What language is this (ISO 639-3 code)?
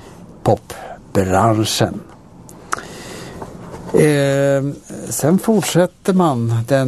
swe